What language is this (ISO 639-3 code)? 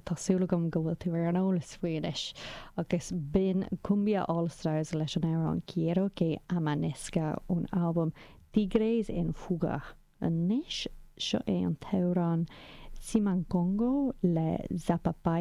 gle